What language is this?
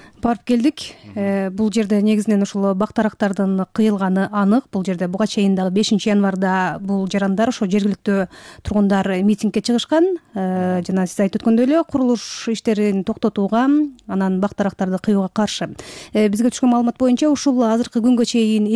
Kyrgyz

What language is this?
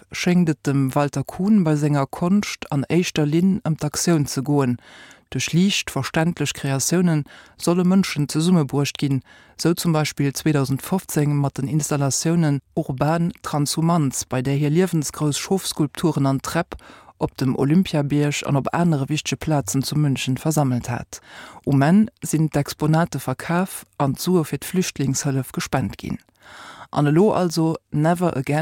Luxembourgish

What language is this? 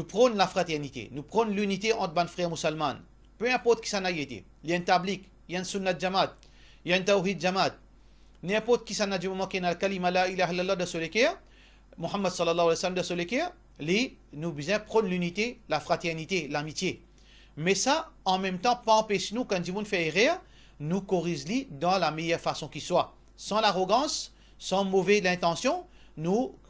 Morisyen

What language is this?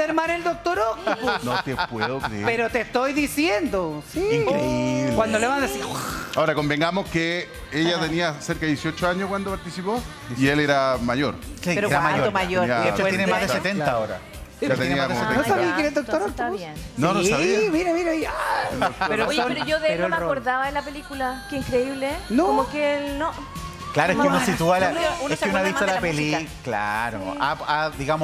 Spanish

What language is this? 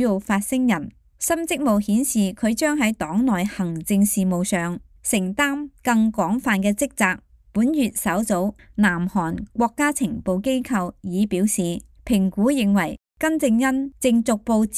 Cantonese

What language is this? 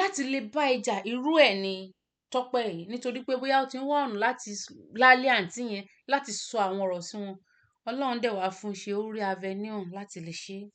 Yoruba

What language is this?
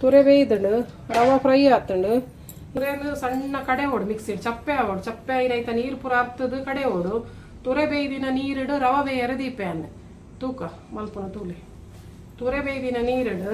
Tulu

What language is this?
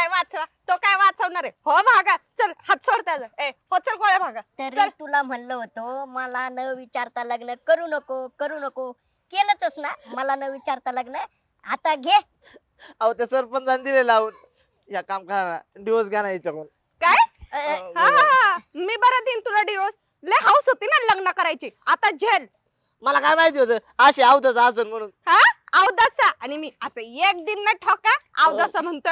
Marathi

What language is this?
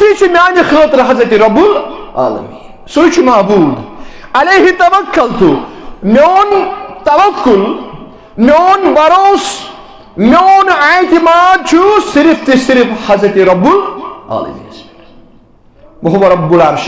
Kashmiri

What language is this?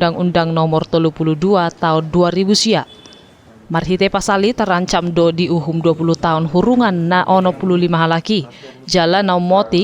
Batak Toba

